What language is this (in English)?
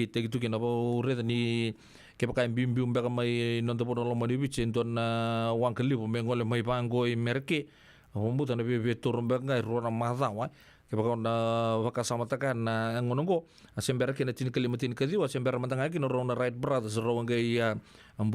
Fijian